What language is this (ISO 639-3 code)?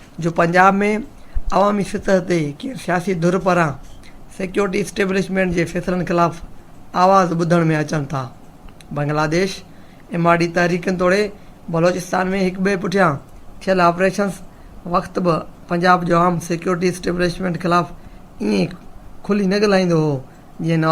snd